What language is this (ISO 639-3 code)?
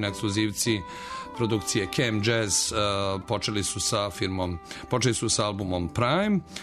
srp